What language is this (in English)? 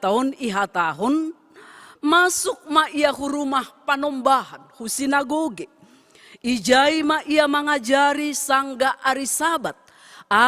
Batak Simalungun